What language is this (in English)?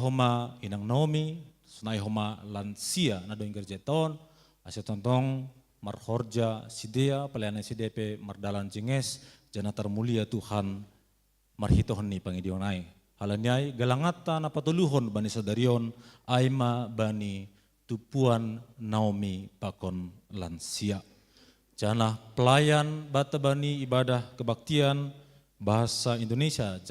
Batak Simalungun